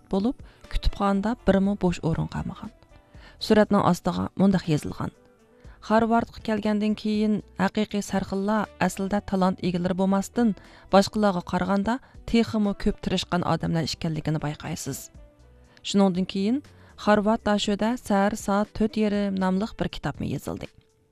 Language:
Uyghur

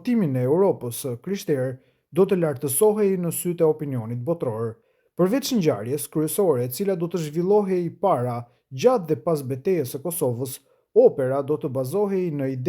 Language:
Albanian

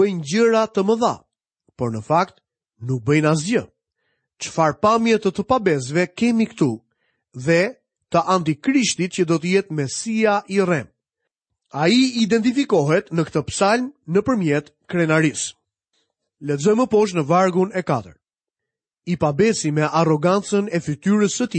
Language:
Albanian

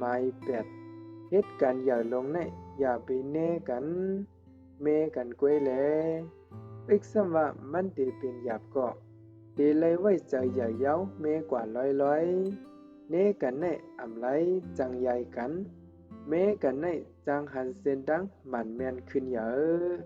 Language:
Shan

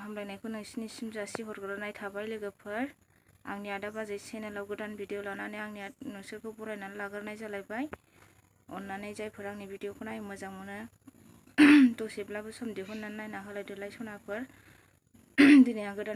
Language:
Bodo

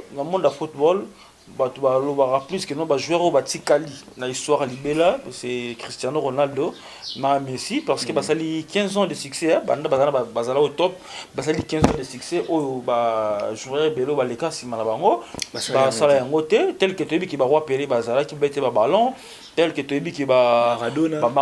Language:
Lingala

